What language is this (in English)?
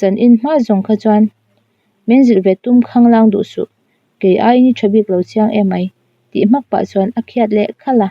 Mizo